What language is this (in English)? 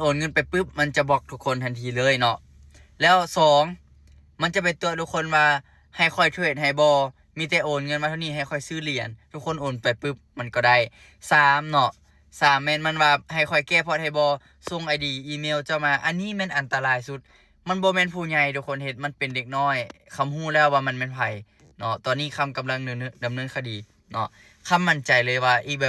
Lao